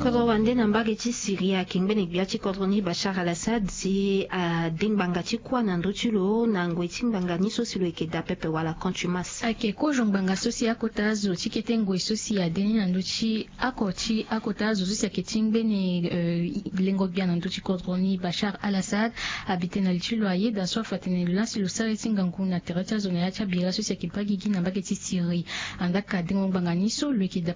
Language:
Sango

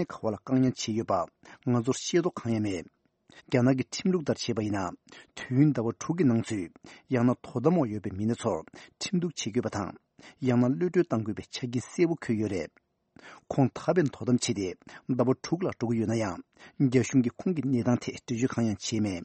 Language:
Tibetan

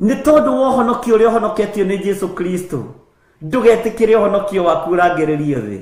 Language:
Kikuyu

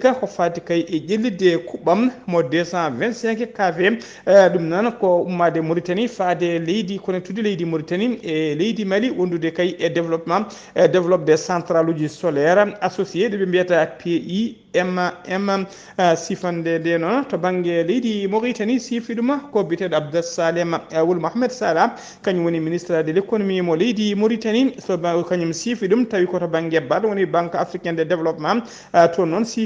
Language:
Fula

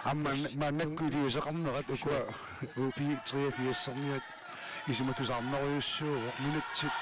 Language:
Kalaallisut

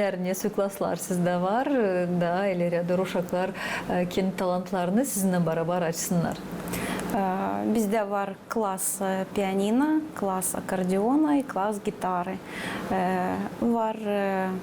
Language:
Gagauz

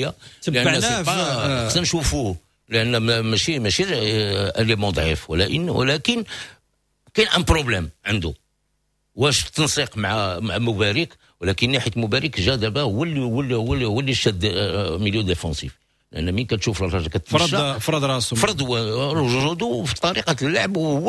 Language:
Moroccan Arabic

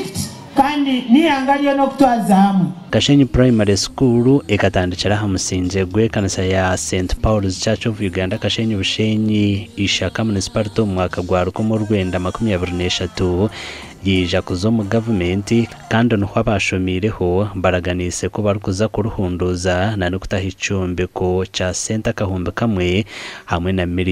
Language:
Nyankole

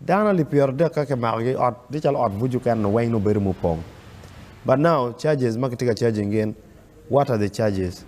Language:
Acoli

